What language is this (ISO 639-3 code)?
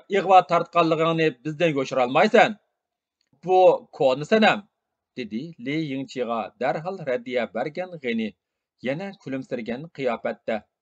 uig